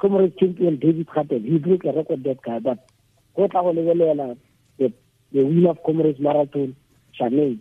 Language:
Tswana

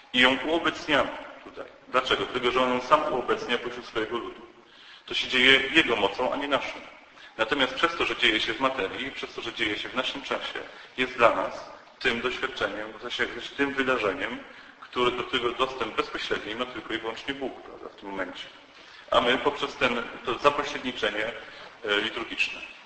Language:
Polish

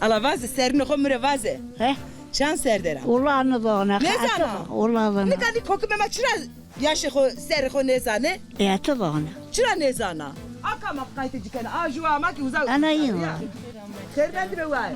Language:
Zaza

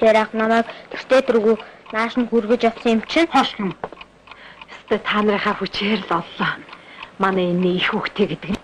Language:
Mongolian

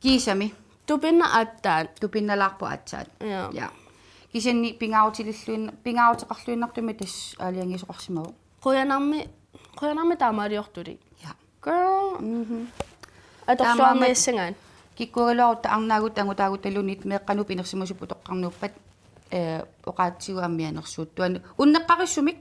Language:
Kalaallisut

